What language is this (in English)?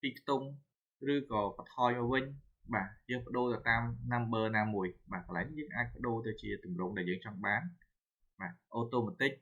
Khmer